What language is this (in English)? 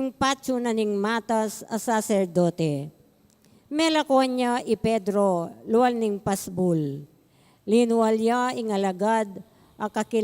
Pampanga